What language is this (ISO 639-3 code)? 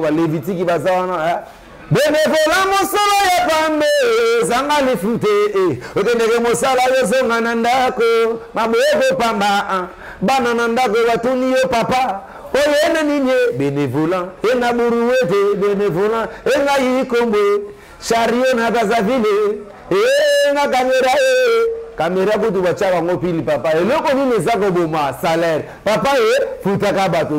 lin